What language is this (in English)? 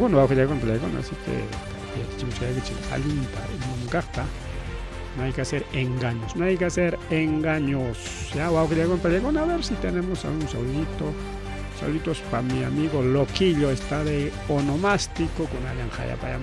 Ayacucho Quechua